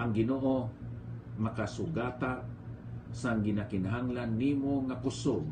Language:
Hiligaynon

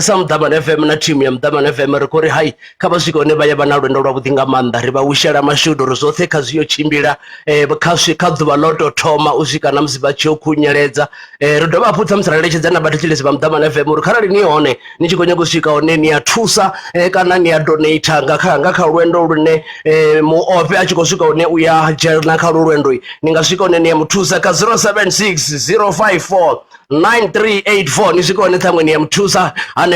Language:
Venda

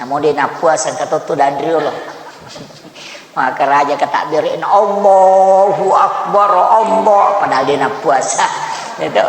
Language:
Buginese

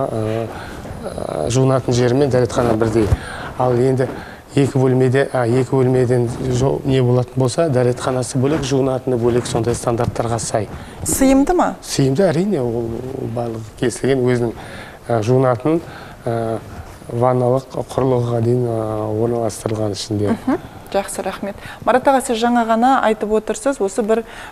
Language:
Kazakh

